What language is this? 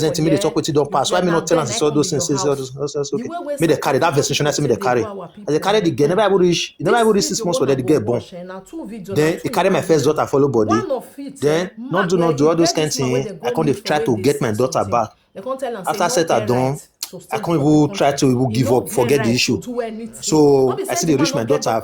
Nigerian Pidgin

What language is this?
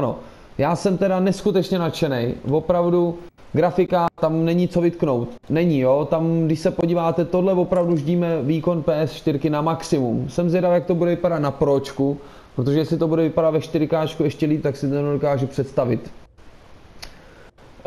Czech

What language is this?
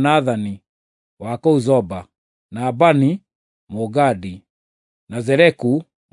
Kikuyu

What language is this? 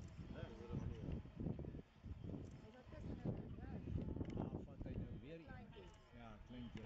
Afrikaans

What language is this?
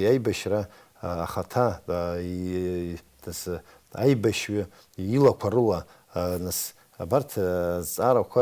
Abkhazian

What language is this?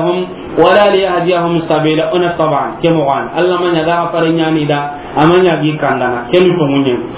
Soninke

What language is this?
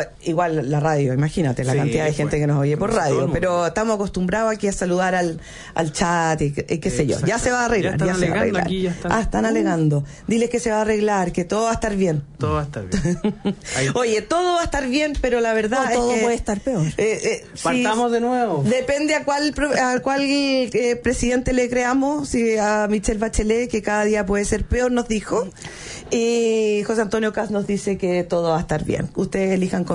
Spanish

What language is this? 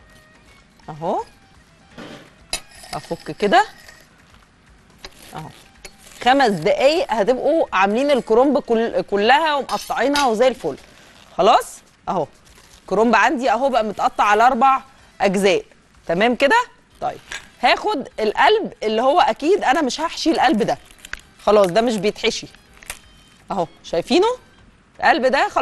Egyptian Arabic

